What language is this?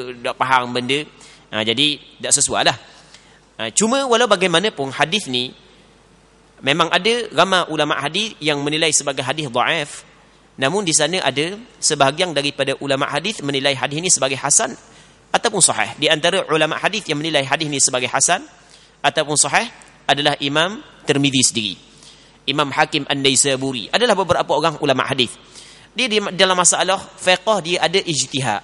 Malay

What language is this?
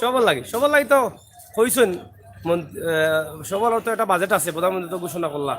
Sylheti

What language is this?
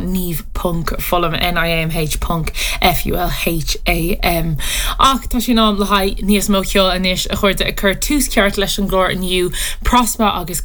Irish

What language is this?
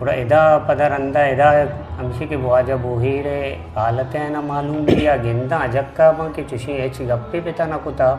Eastern Balochi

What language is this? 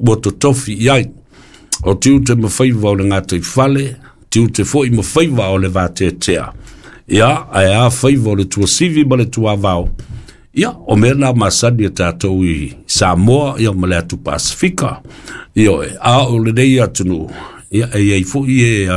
Samoan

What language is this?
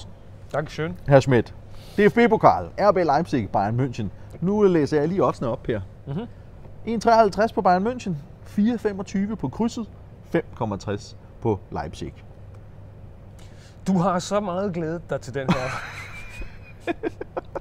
Danish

